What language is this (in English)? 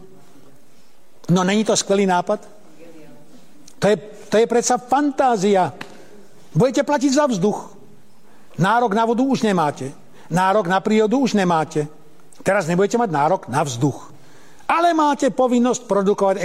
Slovak